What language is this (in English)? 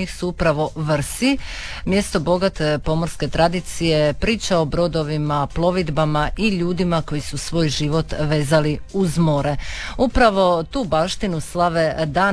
Croatian